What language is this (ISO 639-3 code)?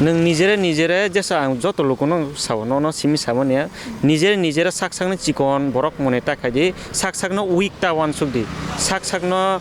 trp